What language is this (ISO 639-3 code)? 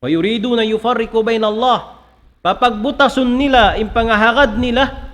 tsg